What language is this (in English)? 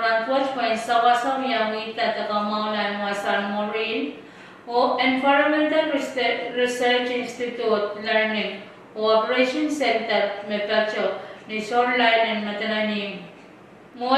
Pohnpeian